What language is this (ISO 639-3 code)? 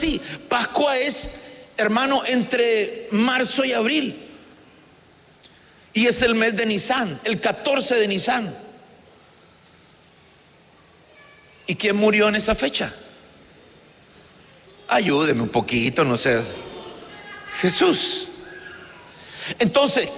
spa